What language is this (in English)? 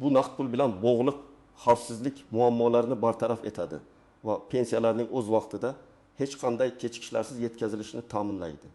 Uzbek